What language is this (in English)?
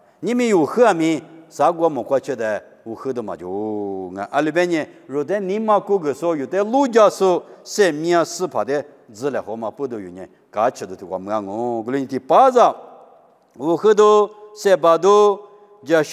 Lisu